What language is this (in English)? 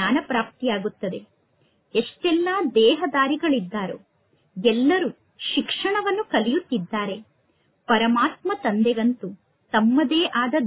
Kannada